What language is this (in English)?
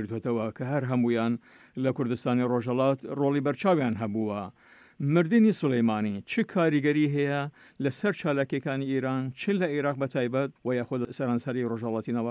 Central Kurdish